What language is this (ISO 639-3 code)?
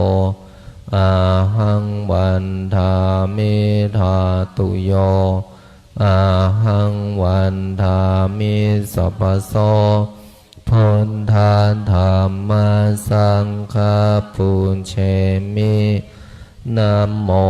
pli